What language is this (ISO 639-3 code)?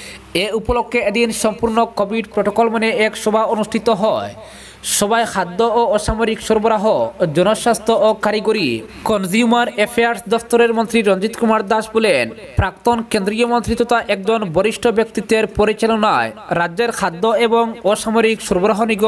ben